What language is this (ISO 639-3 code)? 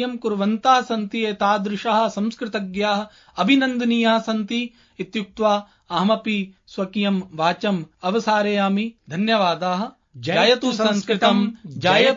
san